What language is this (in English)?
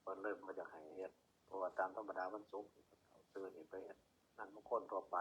Northeastern Thai